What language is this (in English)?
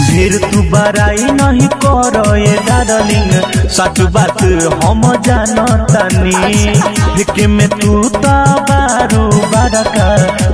Bhojpuri